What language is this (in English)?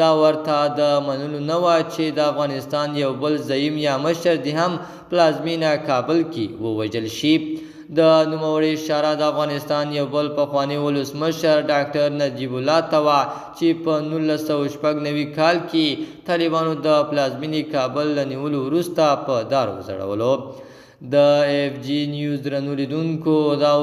Pashto